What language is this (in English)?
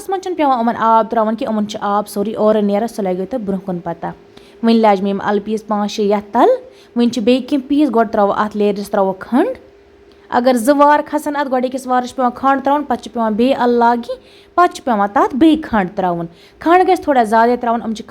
Kashmiri